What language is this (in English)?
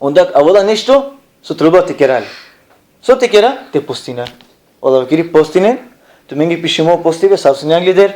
Balkan Romani